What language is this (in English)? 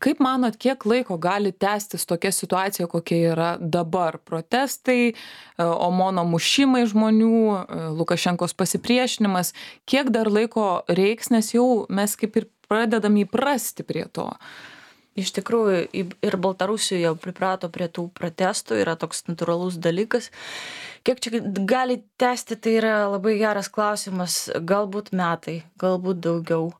Lithuanian